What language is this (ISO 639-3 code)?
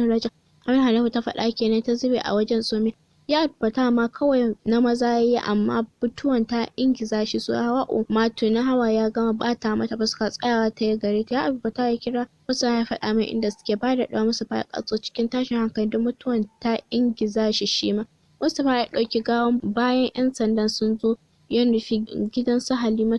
hau